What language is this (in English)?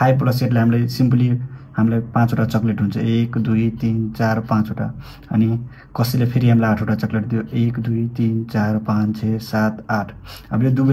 Nepali